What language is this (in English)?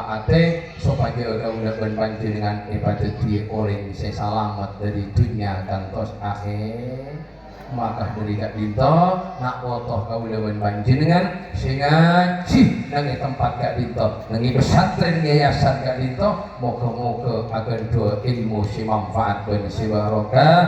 Madurese